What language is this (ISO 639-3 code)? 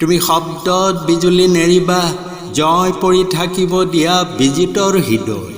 asm